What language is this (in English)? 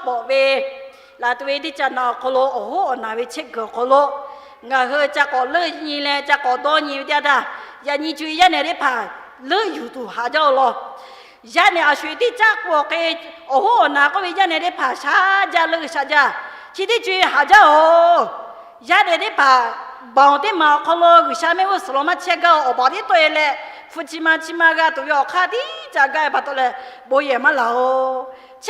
Lahu